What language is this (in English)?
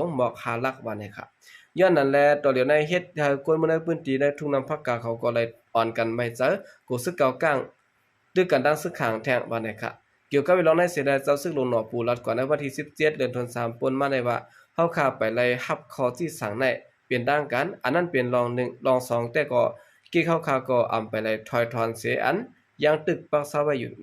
Shan